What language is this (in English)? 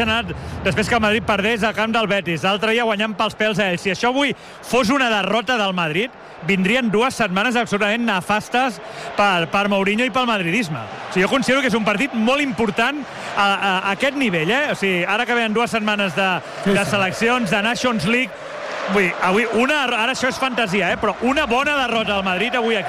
Catalan